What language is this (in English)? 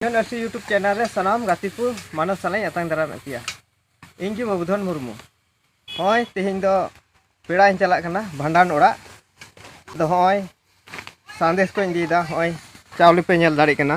Santali